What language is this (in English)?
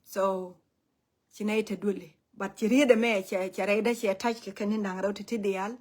Nuer